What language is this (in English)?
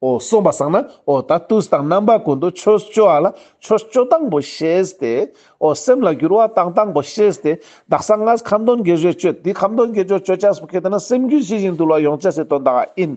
Ladakhi